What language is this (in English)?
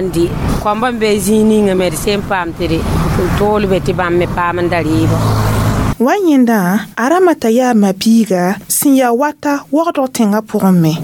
Mossi